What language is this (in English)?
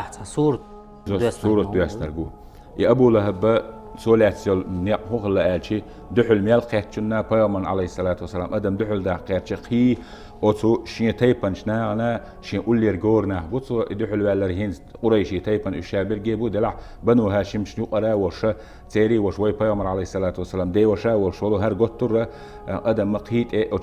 Chechen